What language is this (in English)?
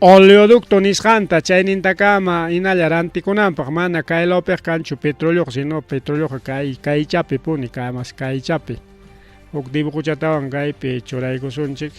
Ayacucho Quechua